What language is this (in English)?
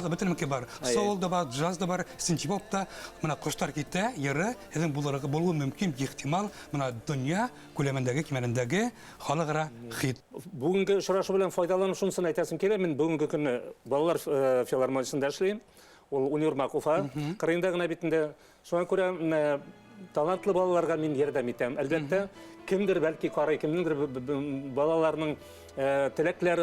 Bashkir